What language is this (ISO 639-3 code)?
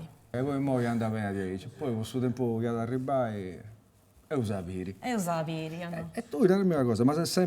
srd